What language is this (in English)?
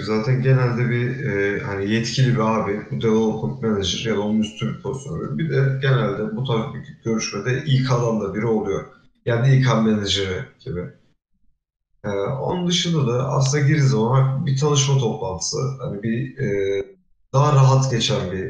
Turkish